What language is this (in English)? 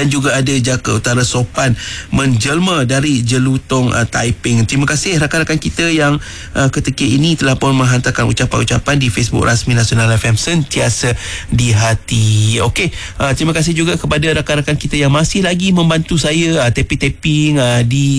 Malay